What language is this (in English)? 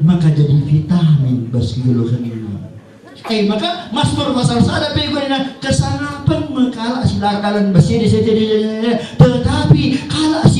Batak Karo